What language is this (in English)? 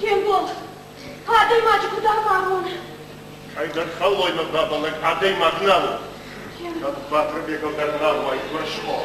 Ossetic